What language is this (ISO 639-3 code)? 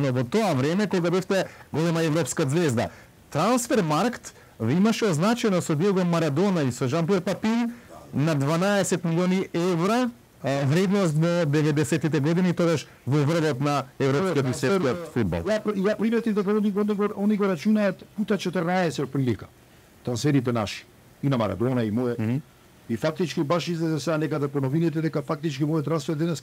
mkd